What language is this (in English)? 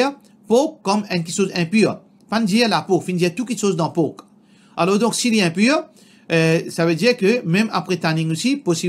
Morisyen